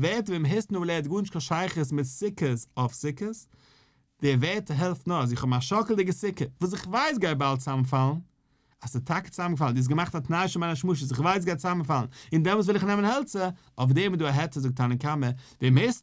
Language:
Yiddish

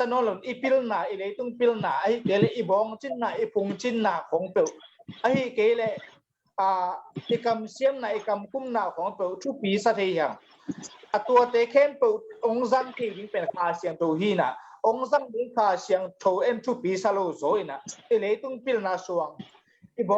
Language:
Tedim Chin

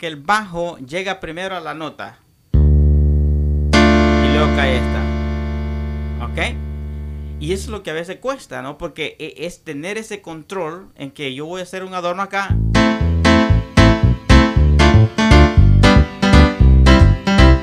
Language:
Spanish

